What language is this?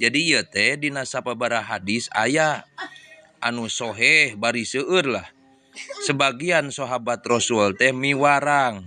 Sundanese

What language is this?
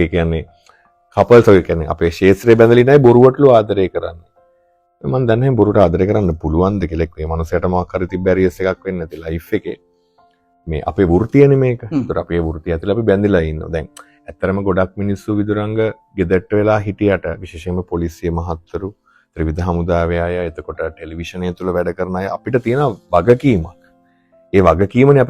Sinhala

